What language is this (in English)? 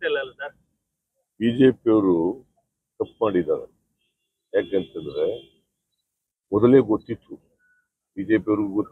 Kannada